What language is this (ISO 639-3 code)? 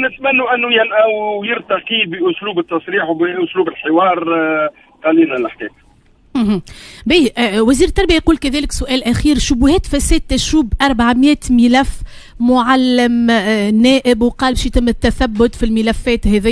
aeb